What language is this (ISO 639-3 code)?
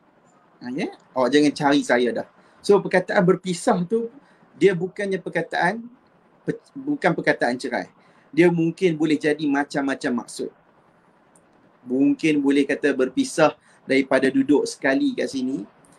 msa